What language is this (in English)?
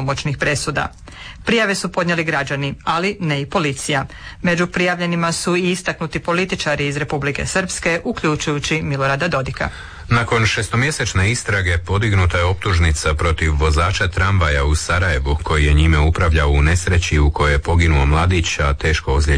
Croatian